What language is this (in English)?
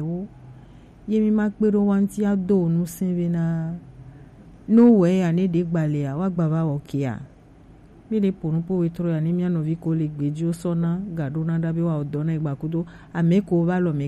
Gen